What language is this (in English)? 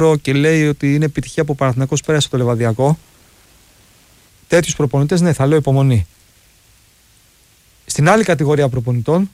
Greek